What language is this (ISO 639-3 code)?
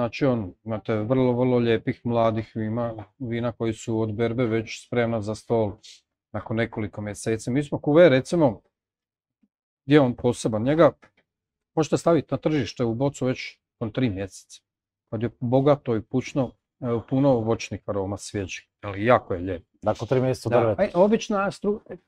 hrv